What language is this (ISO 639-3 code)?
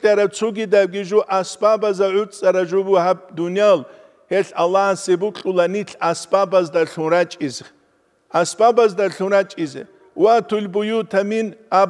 ava